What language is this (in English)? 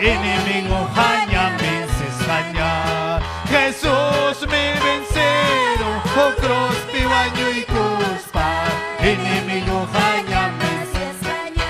Ayacucho Quechua